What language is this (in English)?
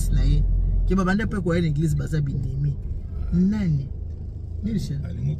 Lingala